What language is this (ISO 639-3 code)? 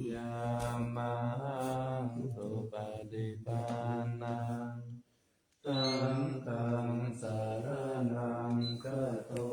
pli